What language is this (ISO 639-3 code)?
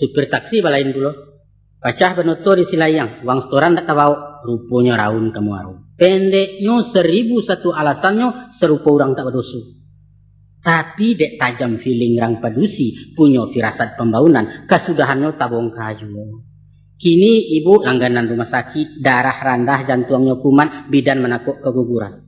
min